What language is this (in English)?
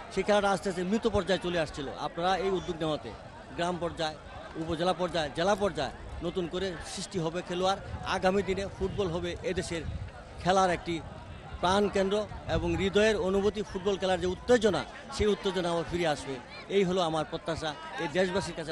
Bangla